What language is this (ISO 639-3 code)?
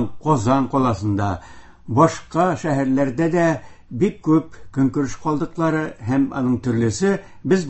tat